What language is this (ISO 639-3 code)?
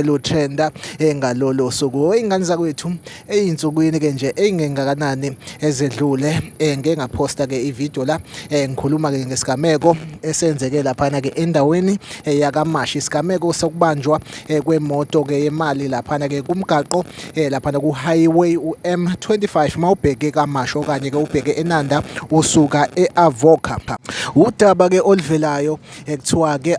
zul